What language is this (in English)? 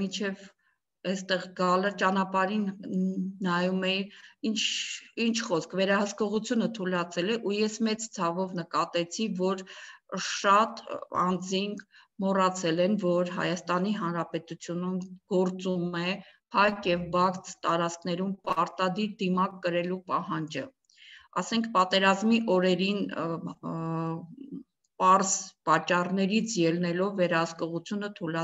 Armenian